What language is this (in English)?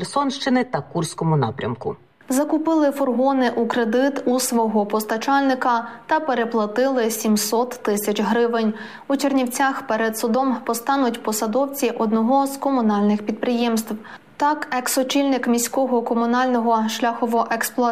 Ukrainian